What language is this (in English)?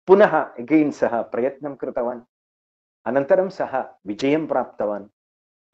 Sanskrit